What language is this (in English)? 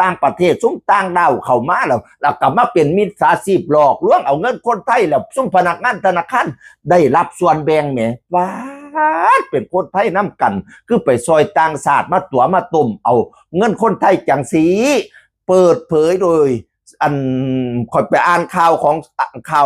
Northeastern Thai